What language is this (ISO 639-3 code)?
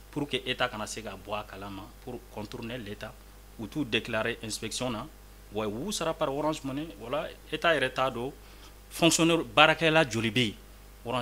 bam